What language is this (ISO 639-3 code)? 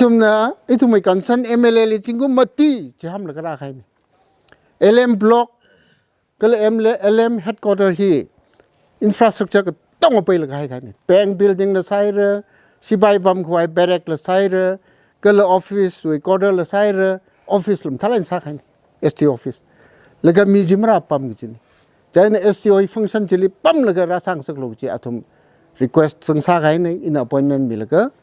nmf